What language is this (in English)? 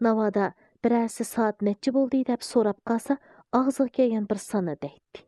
Uyghur